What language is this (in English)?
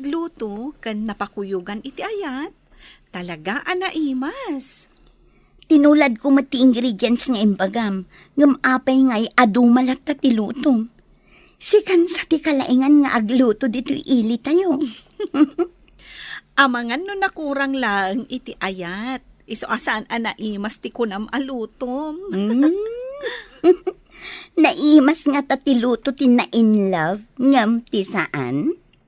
Iloko